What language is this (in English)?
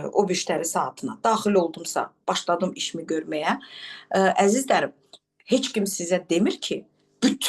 Azerbaijani